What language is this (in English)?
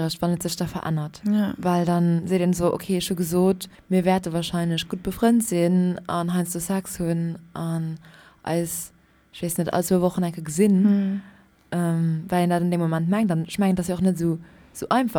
Luxembourgish